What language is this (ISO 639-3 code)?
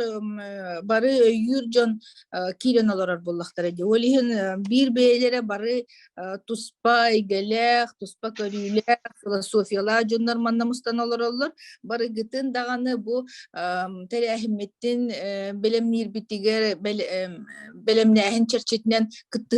sah